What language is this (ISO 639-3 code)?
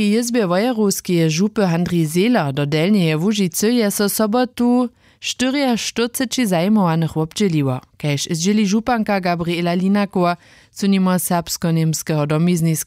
hsb